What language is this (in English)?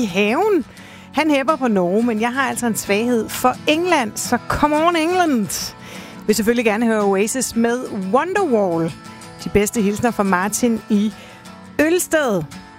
Danish